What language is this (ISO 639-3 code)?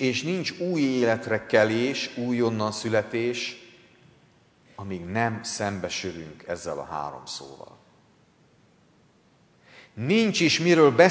hun